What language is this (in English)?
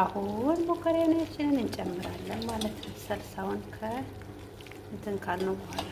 Amharic